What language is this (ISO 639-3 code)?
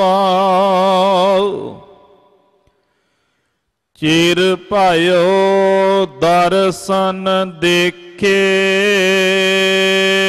pan